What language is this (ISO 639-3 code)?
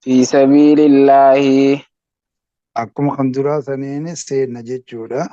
orm